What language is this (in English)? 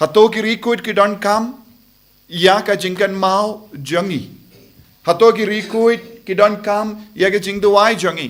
Khasi